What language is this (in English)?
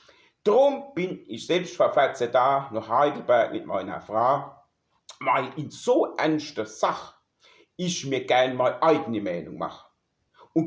Palatine German